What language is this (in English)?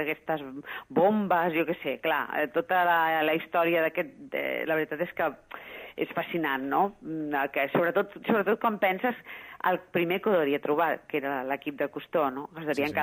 Catalan